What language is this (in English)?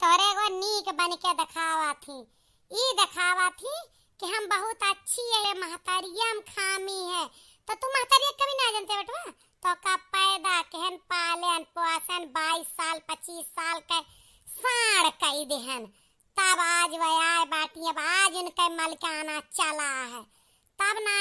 Awadhi